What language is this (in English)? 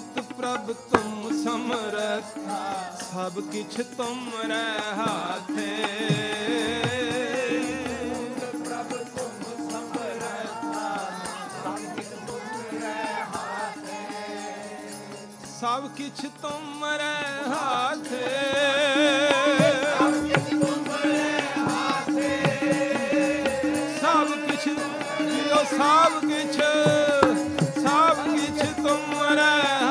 Punjabi